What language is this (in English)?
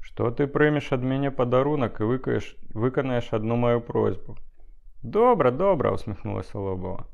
Belarusian